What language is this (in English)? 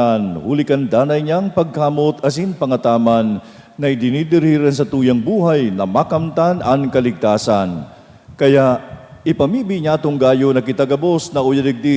Bikol